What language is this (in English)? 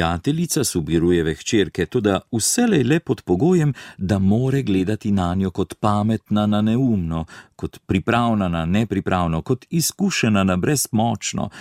Slovenian